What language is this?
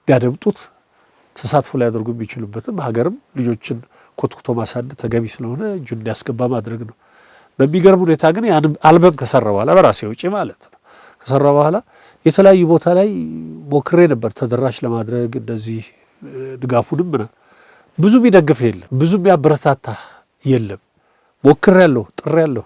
Amharic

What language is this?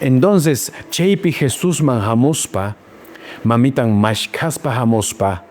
Quechua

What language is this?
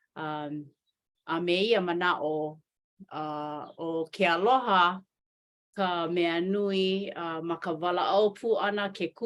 Hawaiian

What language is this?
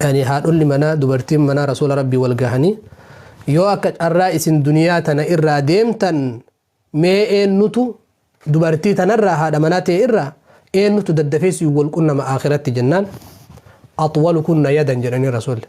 Oromo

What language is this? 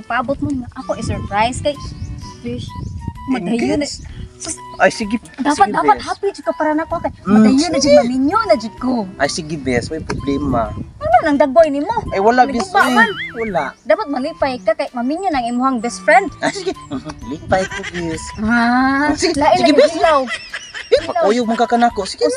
Cebuano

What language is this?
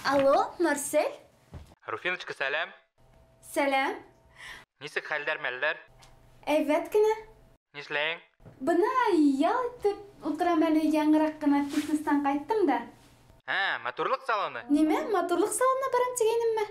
Bashkir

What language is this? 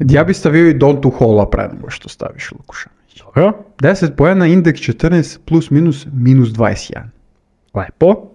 Serbian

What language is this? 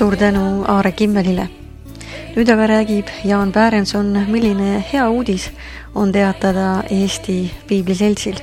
Estonian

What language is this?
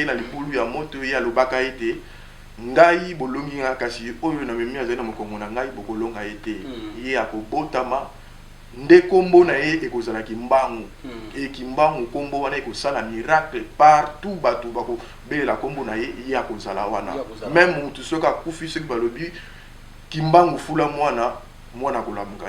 Lingala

